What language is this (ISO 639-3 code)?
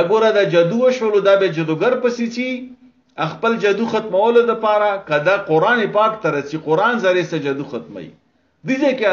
pus